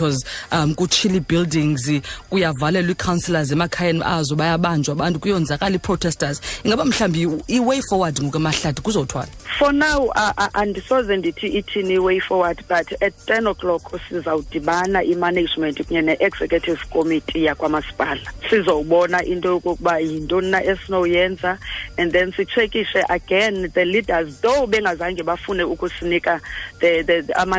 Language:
Xhosa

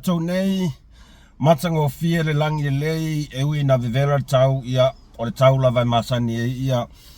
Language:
Samoan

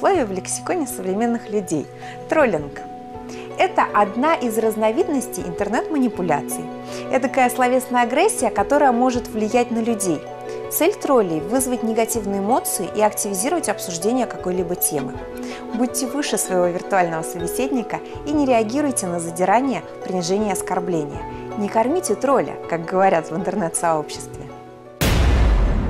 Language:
Russian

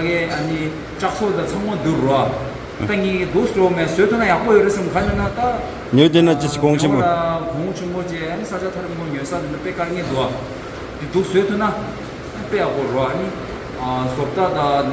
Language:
Tibetan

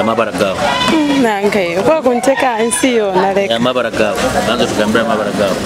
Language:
Nyoro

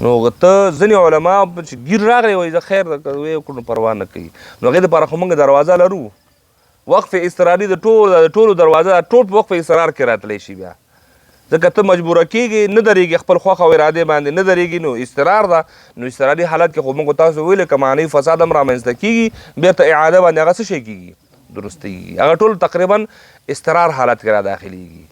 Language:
Pashto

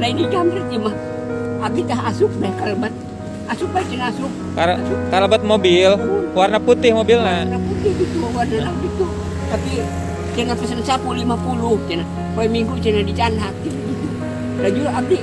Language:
Sundanese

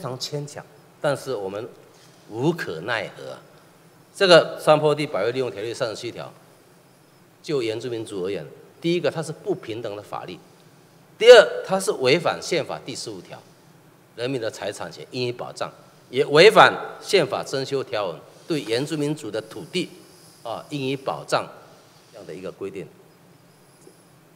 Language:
Chinese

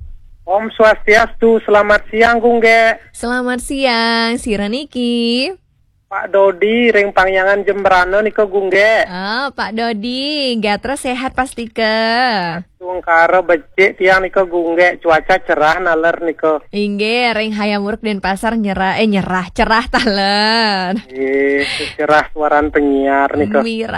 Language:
Balinese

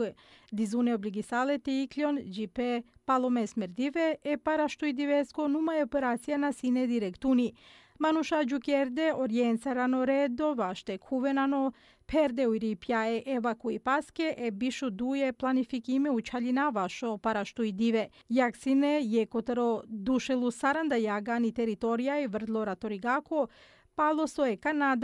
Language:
Bosnian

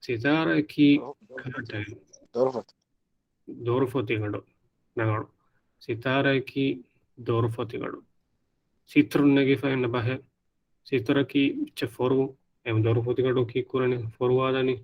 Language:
Divehi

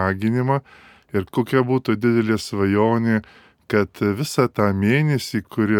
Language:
Lithuanian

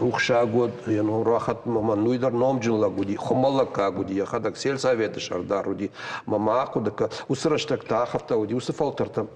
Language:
Ossetic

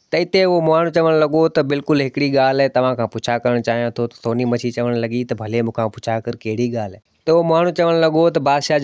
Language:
Sindhi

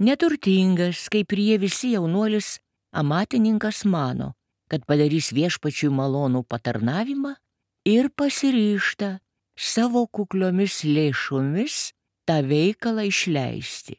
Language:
Lithuanian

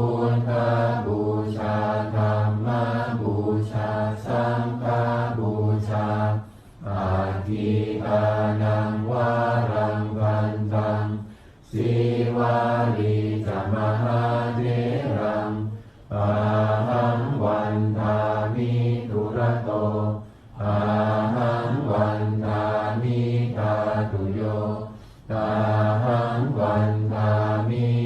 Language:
Pali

